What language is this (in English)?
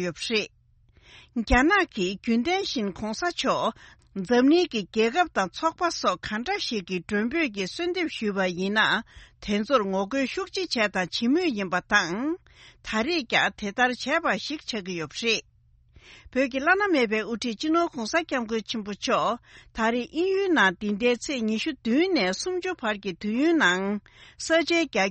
Tibetan